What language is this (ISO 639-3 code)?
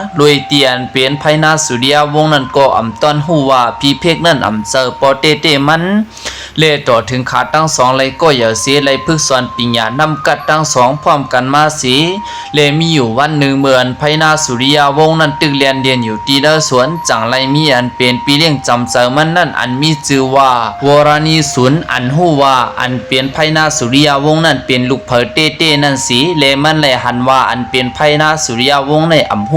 shn